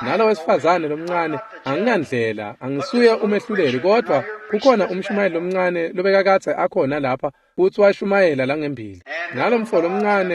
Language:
Swati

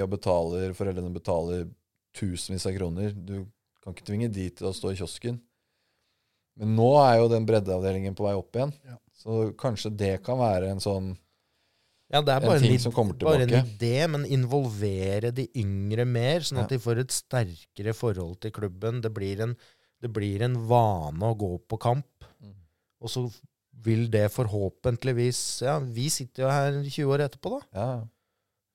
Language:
Norwegian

